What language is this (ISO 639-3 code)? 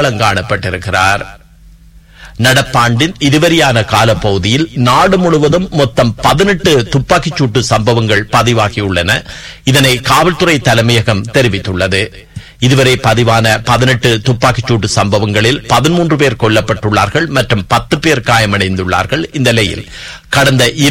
tam